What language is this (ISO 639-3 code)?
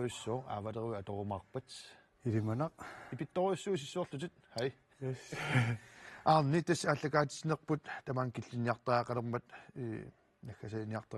kal